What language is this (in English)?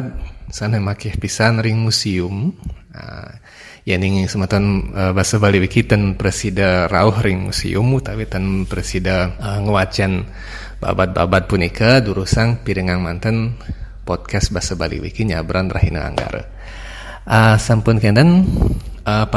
Balinese